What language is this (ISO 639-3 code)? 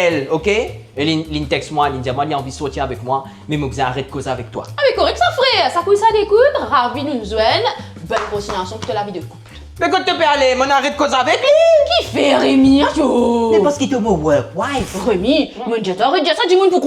mfe